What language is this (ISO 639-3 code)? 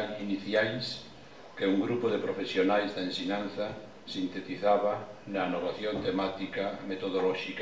glg